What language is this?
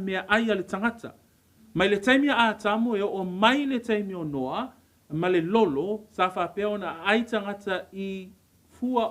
Samoan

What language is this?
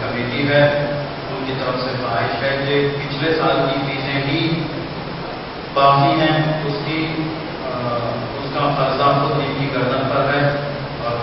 Urdu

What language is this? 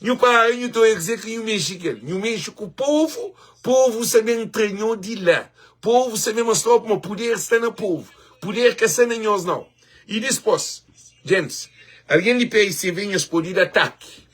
Kabuverdianu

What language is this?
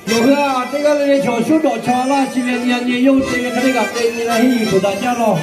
Lahu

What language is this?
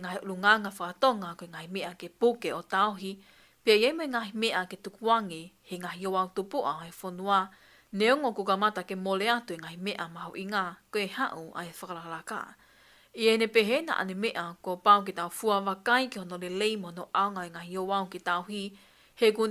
Tongan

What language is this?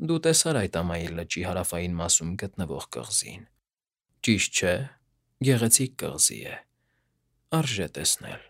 Armenian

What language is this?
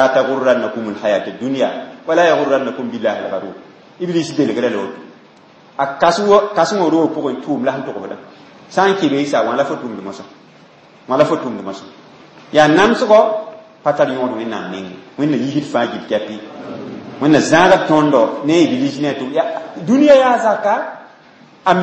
Mossi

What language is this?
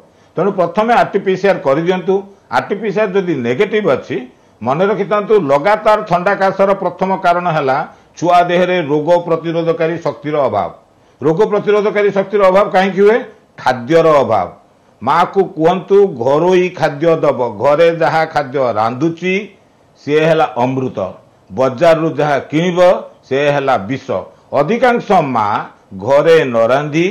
Odia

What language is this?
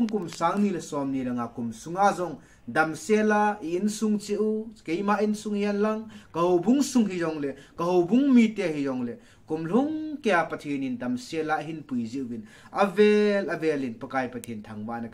Thado Chin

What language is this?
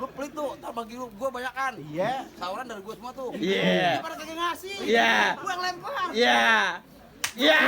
Betawi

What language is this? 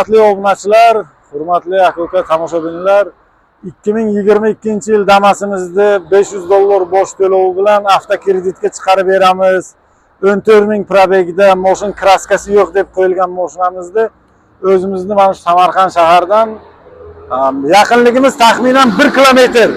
Uzbek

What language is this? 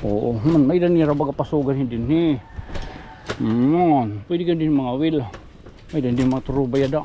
Waray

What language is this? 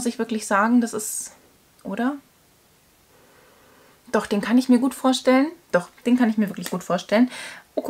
German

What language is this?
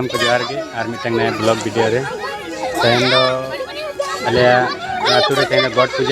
Santali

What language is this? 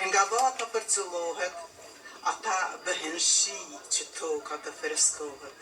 Albanian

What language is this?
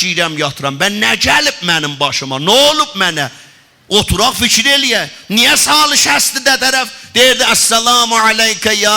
South Azerbaijani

